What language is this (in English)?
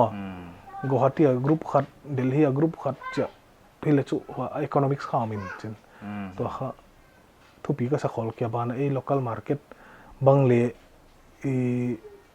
Paite Chin